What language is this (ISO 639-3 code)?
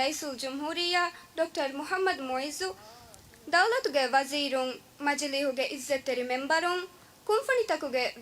div